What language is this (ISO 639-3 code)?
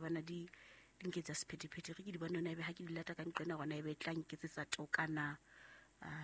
sot